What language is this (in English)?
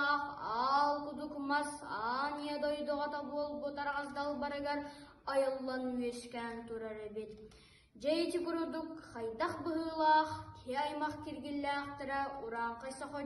Yakut